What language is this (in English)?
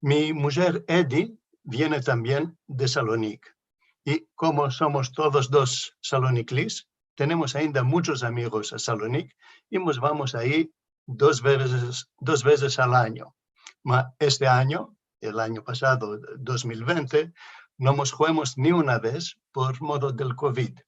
Ladino